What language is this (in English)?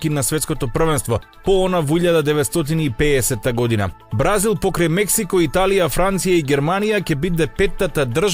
Macedonian